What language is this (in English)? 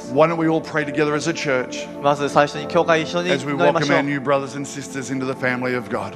Japanese